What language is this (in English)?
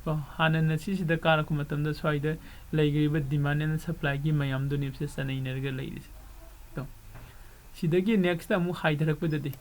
Manipuri